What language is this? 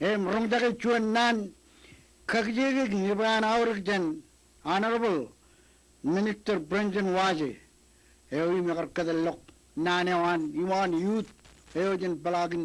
Marshallese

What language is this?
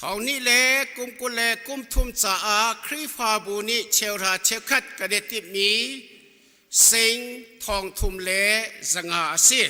Hakha Chin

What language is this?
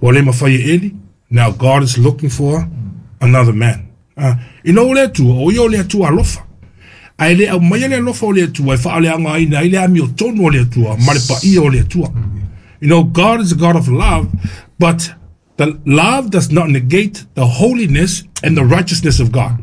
Samoan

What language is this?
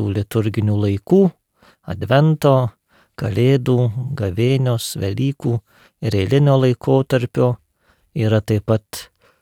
Lithuanian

